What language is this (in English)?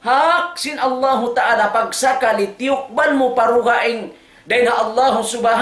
Tausug